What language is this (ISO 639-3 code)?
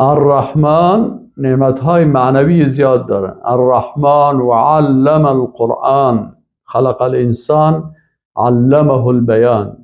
fas